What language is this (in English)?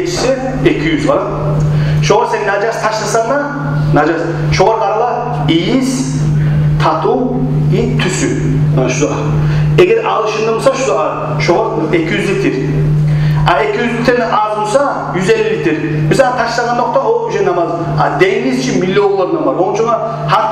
Kumyk